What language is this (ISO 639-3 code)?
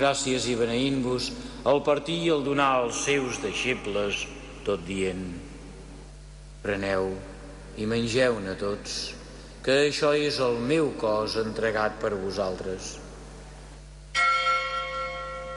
cat